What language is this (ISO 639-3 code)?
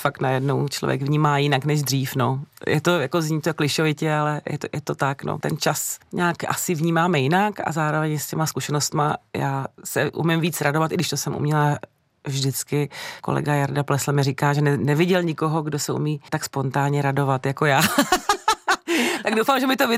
ces